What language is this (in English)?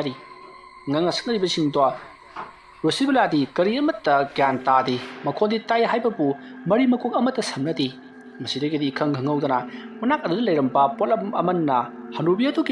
Manipuri